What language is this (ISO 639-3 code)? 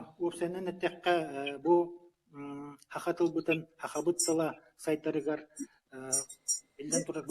sah